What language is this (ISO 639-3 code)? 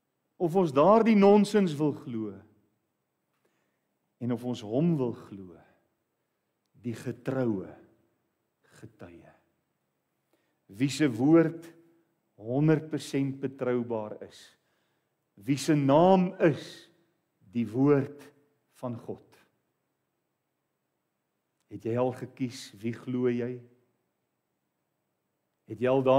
afr